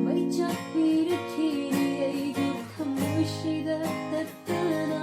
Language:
Manipuri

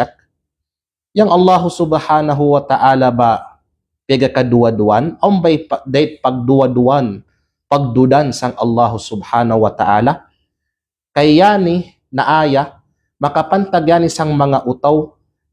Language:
Kalagan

